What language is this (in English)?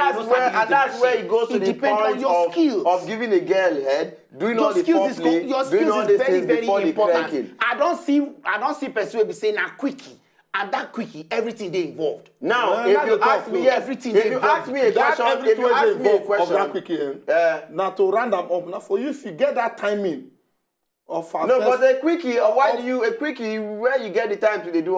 Nigerian Pidgin